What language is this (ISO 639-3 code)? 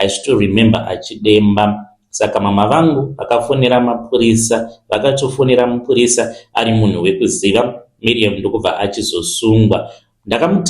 sna